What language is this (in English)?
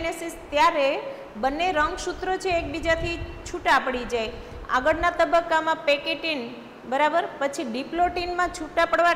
Gujarati